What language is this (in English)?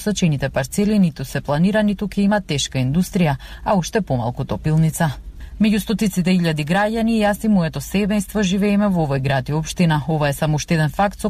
Macedonian